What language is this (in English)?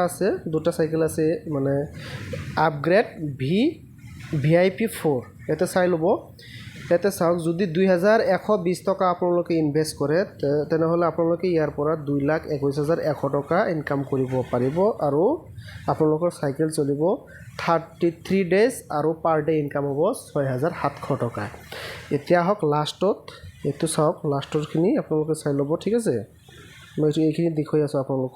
Assamese